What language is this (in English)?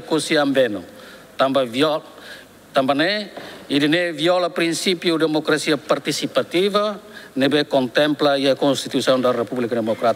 Tetum